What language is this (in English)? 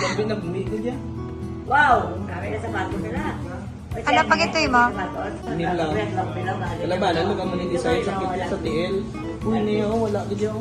Hiligaynon